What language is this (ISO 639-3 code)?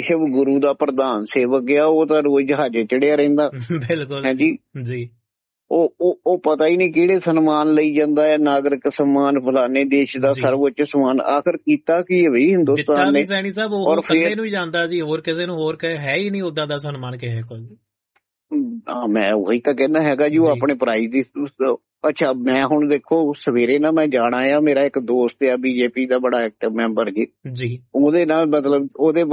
pan